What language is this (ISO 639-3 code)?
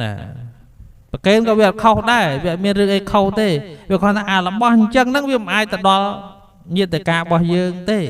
khm